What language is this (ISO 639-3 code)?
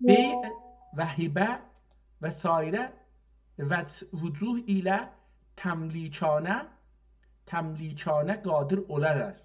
azb